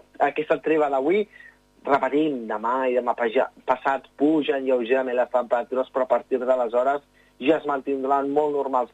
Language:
Catalan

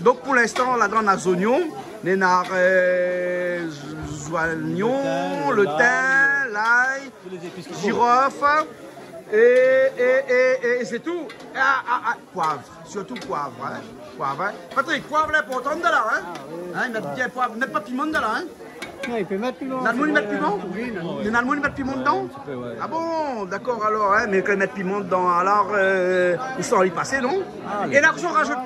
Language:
Réunion Creole French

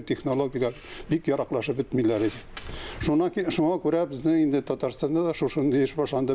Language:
Tatar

